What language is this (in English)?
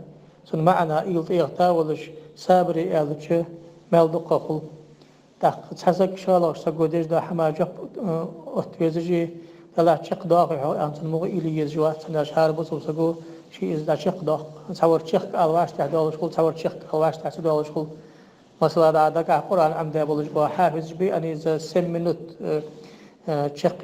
Ingush